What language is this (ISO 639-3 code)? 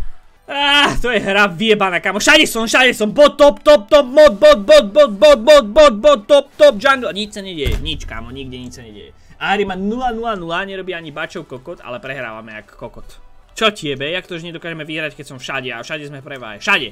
slk